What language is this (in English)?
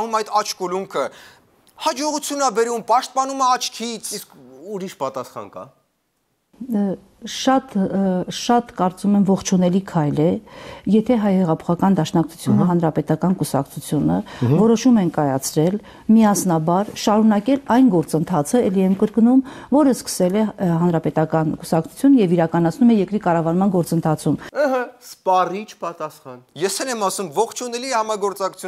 Armenian